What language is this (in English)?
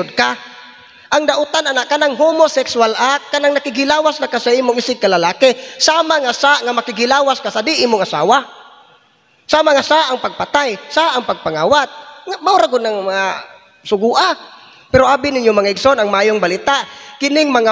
Cebuano